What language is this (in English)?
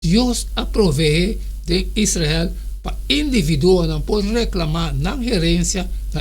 Papiamento